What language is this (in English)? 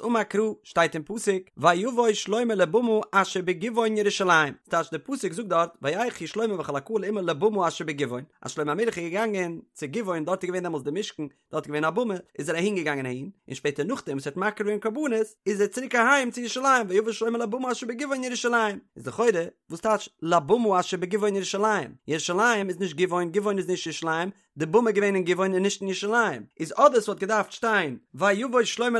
Yiddish